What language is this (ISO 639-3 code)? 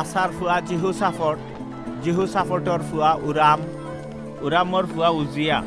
syl